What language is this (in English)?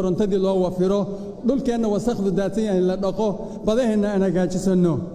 Somali